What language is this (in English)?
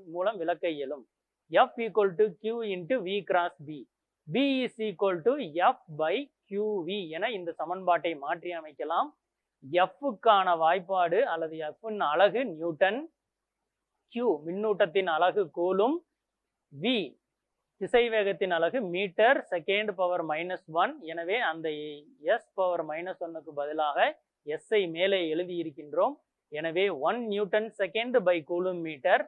Tamil